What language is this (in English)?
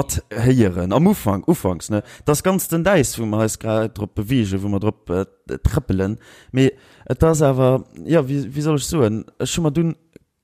Luxembourgish